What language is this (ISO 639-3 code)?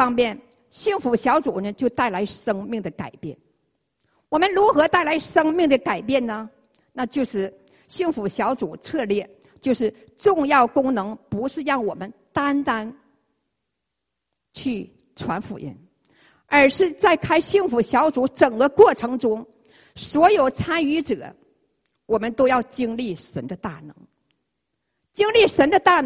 zho